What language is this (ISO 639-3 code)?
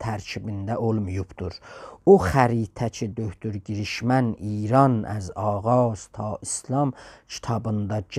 azb